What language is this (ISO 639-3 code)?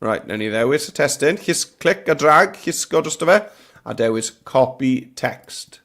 cym